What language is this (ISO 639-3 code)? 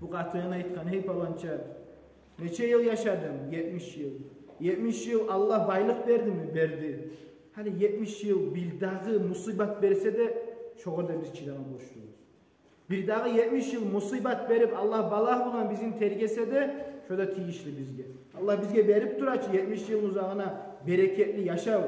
kum